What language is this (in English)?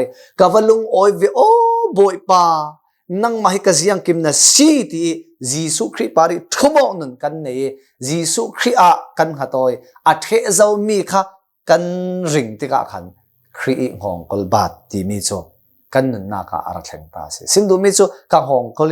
Hakha Chin